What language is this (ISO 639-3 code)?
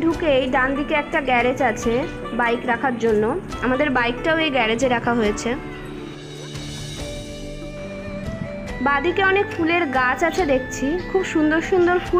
ben